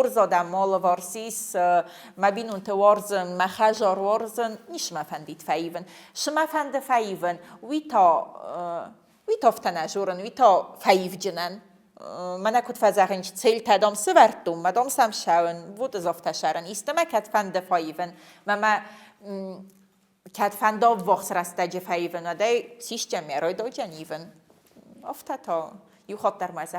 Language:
Ossetic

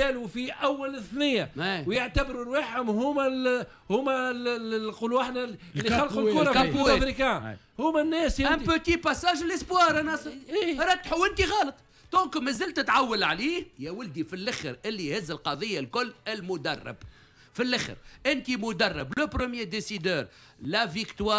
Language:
Tunisian Arabic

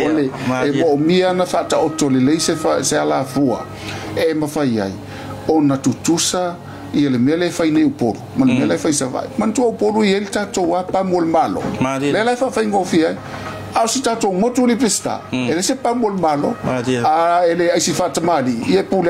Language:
Samoan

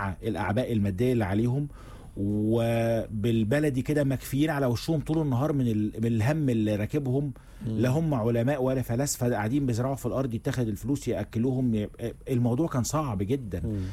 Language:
Egyptian Arabic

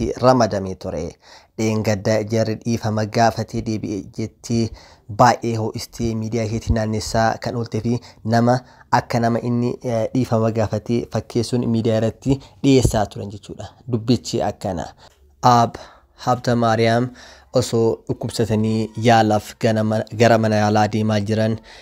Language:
Oromo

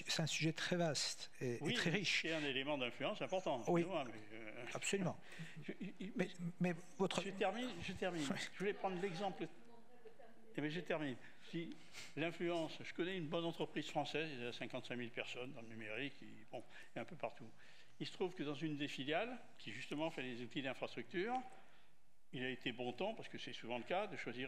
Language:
French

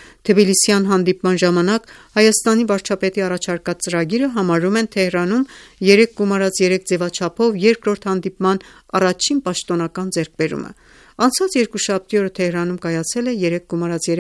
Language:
Armenian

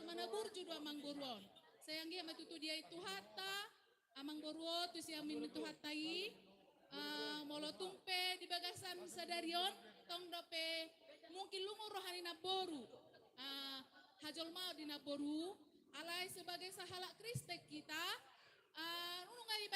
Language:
Batak Toba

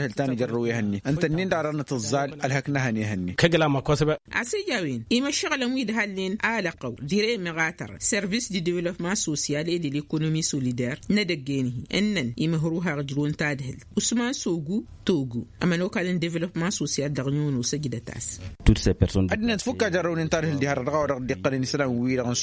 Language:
Tamasheq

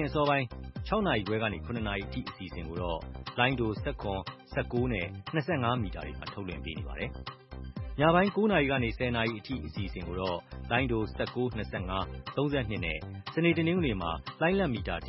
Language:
Burmese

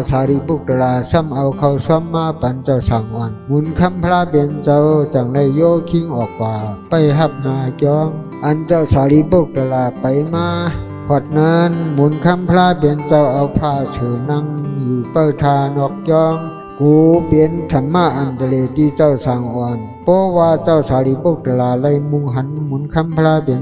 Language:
Shan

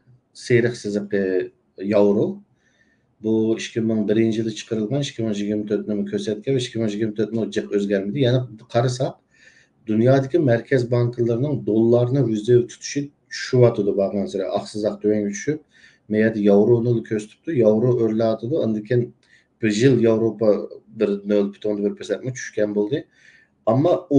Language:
Uyghur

